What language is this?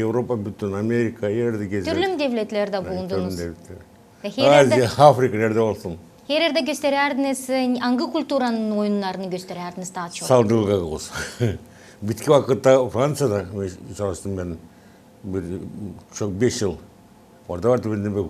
Gagauz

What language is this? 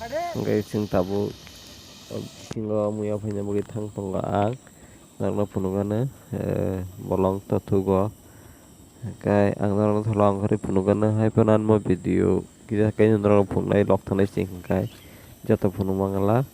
Kok Borok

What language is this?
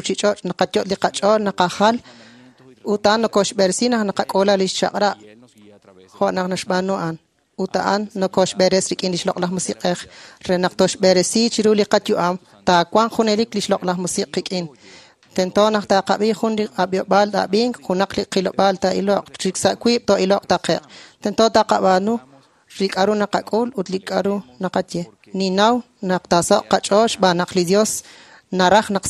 Kekchí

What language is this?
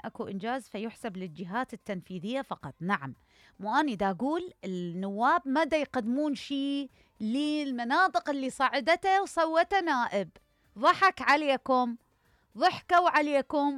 Mesopotamian Arabic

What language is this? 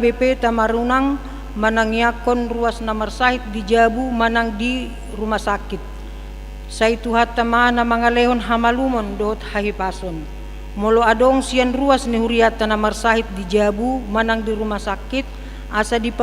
Batak Toba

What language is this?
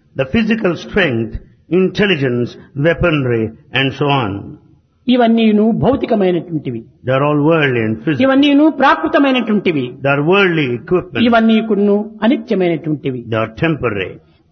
Telugu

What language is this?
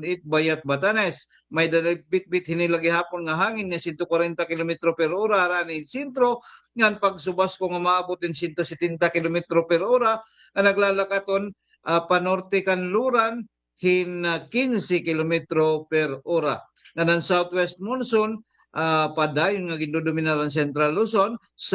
Waray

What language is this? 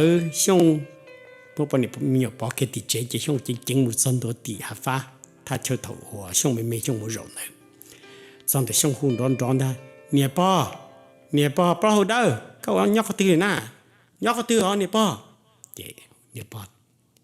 Hmong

